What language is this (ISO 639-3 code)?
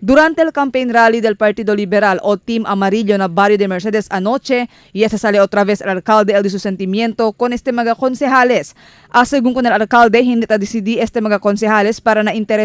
cbk